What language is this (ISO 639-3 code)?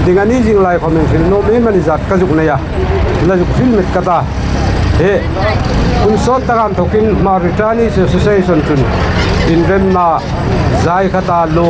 hmr